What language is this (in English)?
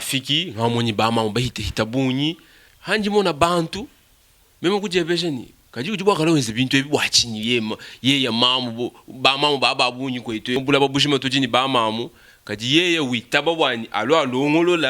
Luba-Lulua